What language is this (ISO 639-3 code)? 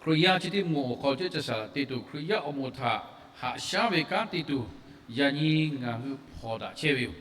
lhu